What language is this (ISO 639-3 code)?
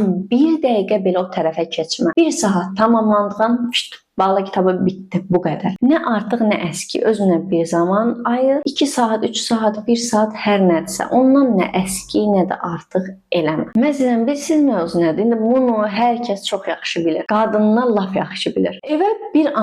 aze